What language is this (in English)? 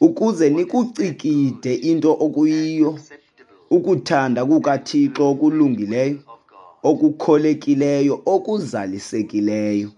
Xhosa